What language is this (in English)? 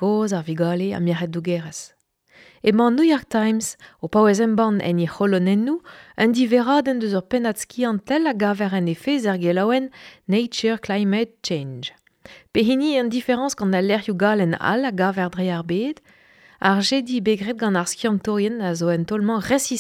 Breton